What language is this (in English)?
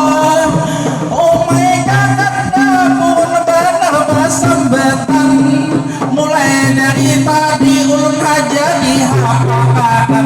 Banjar